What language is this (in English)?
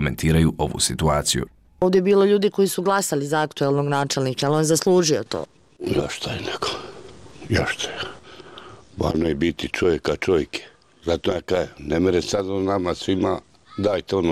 Bosnian